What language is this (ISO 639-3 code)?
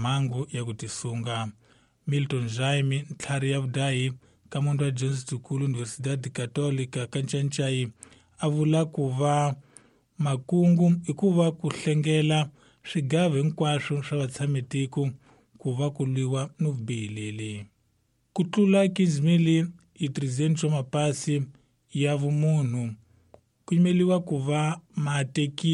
tso